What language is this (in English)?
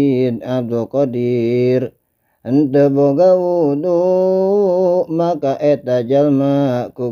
Sundanese